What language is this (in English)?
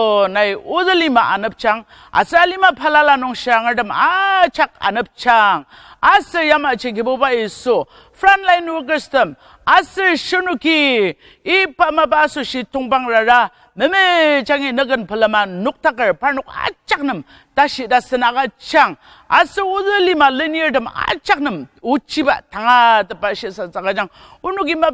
Ao Naga